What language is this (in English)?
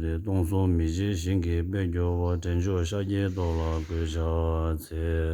Tibetan